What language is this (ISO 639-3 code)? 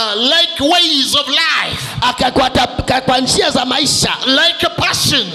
swa